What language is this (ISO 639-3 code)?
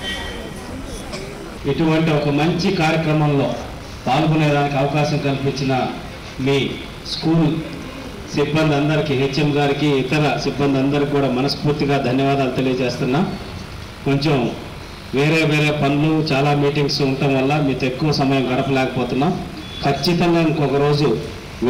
tel